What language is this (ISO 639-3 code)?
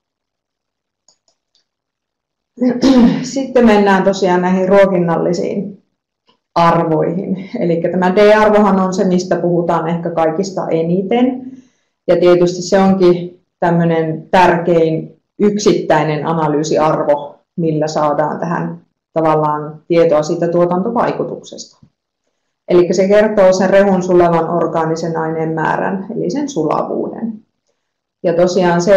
fin